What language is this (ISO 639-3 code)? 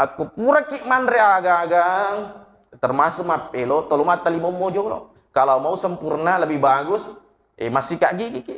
bug